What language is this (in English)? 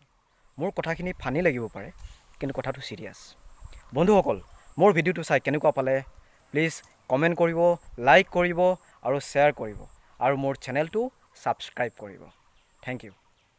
Assamese